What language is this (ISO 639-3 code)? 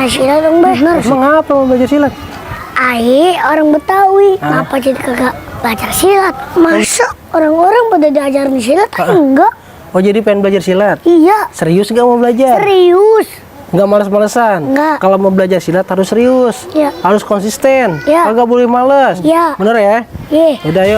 bew